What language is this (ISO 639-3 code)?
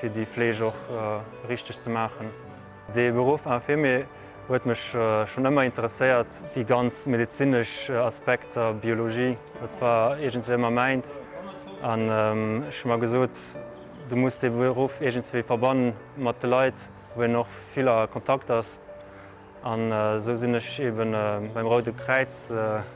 ltz